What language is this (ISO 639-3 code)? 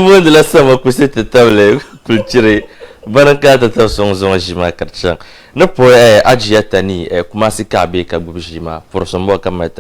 dag